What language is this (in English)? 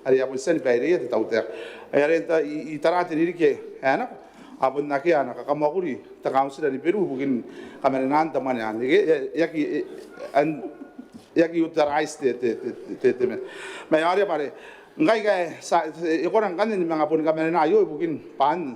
Gilbertese